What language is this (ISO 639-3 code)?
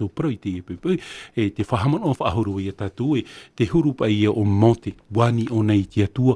tah